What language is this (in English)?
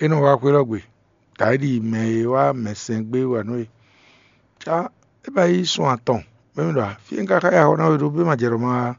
Fon